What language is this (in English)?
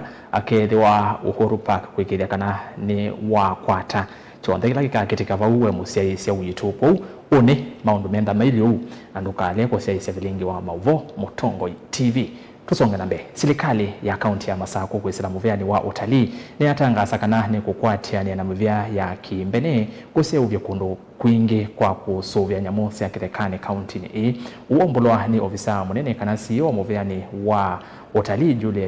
Kamba